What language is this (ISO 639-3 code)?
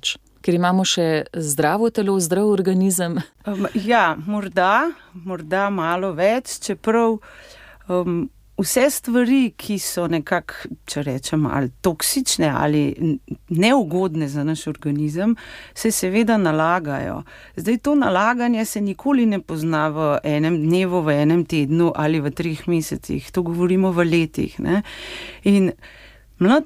slv